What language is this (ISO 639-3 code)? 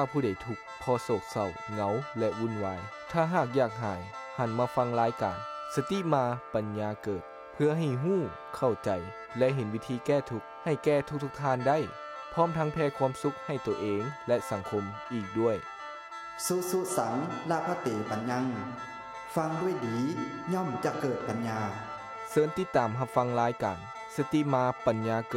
lao